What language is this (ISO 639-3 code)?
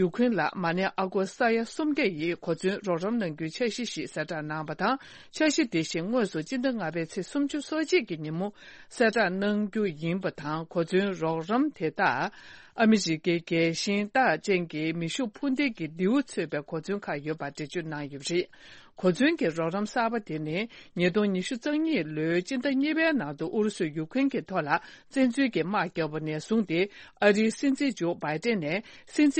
bod